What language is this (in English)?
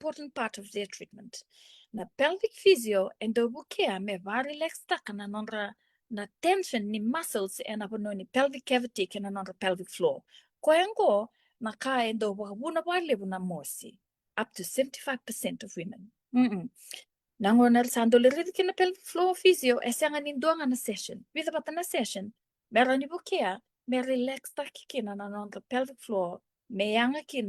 Fijian